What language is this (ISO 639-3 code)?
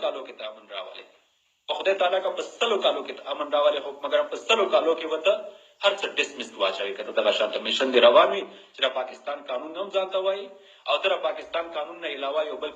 pus